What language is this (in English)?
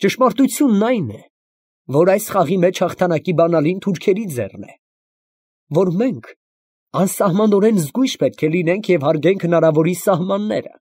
Armenian